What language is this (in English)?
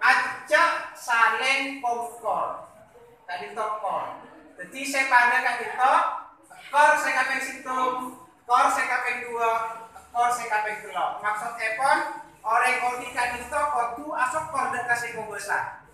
Madurese